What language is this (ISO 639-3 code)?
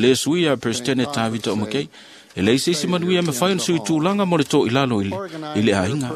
smo